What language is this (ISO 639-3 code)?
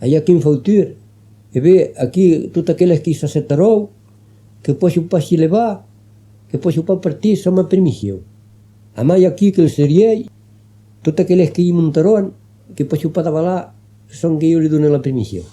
oci